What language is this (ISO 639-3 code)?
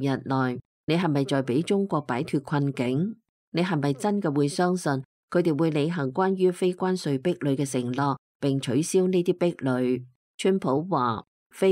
yue